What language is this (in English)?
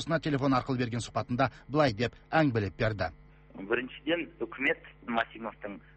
Kazakh